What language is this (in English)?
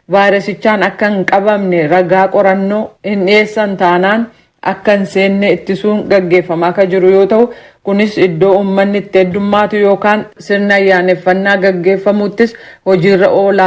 Oromo